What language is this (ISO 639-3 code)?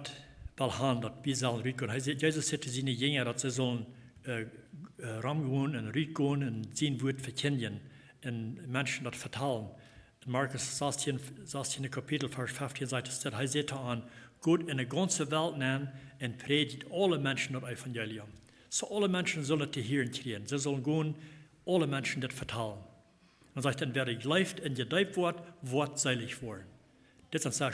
pdt